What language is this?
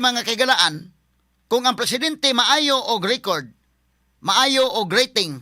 Cebuano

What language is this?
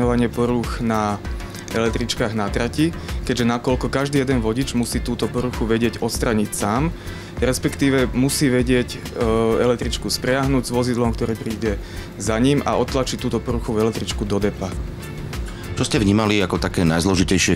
Slovak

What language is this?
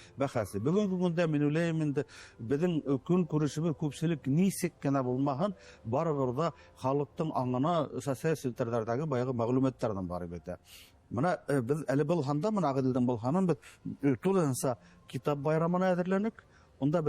Bashkir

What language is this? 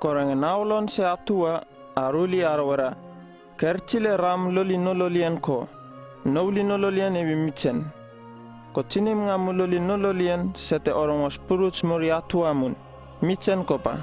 Uripiv-Wala-Rano-Atchin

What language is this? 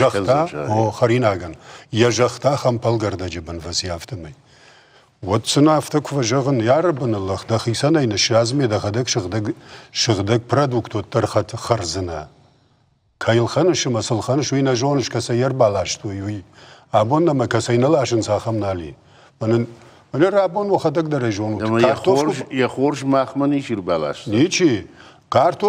Ossetic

